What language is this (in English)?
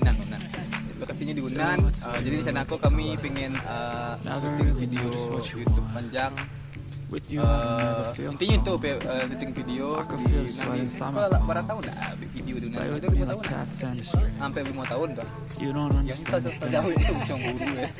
Minangkabau